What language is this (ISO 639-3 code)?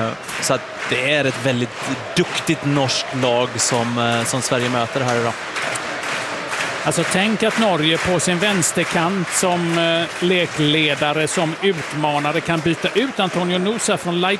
swe